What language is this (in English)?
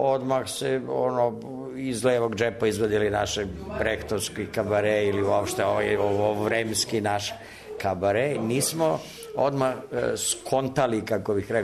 Serbian